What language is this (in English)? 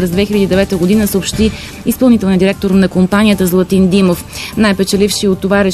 Bulgarian